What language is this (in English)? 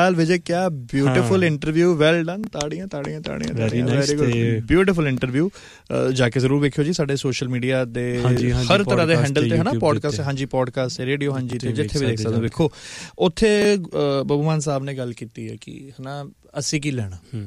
Punjabi